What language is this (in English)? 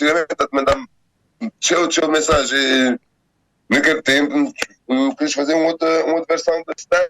Kabuverdianu